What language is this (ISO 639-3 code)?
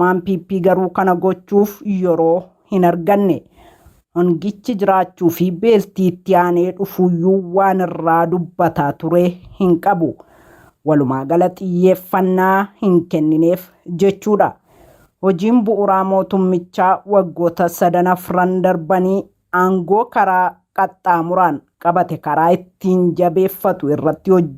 orm